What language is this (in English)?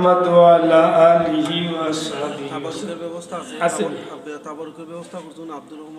Sylheti